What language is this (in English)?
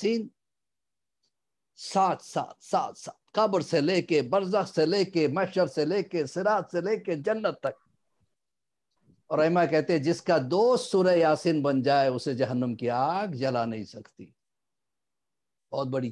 Urdu